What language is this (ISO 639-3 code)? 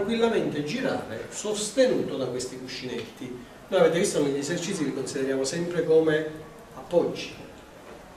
ita